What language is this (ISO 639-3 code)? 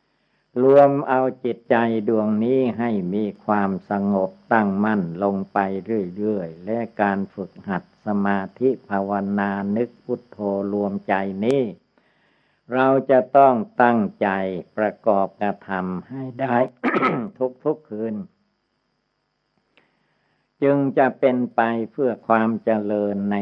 tha